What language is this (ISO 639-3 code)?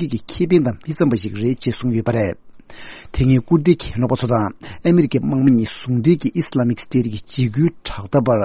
bod